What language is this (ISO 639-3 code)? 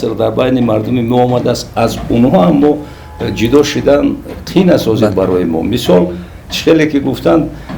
tgk